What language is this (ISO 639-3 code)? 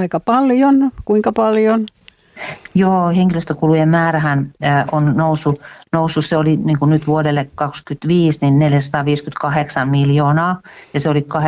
fin